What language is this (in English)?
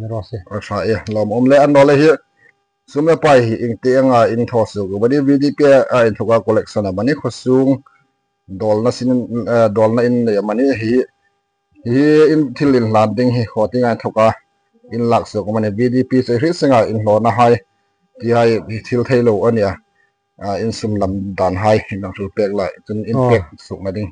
Hmar